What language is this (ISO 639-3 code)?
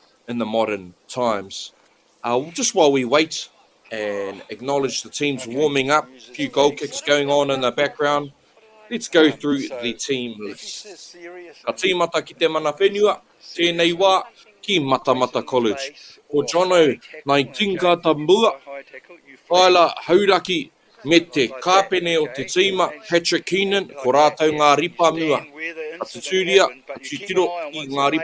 mri